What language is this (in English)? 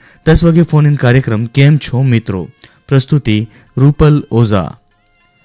Gujarati